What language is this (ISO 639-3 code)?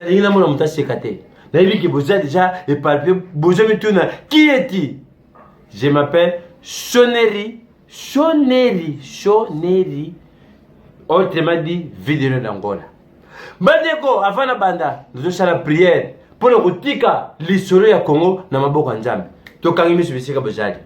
lin